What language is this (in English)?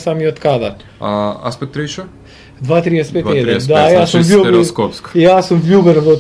Macedonian